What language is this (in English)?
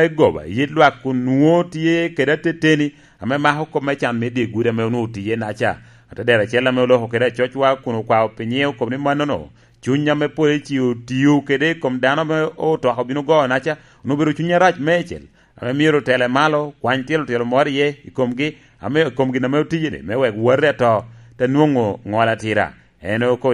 Lango (Uganda)